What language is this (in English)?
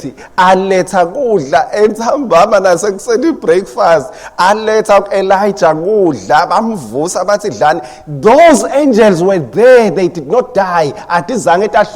Swati